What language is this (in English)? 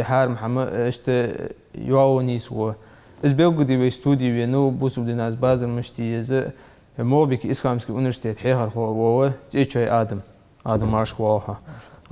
Ingush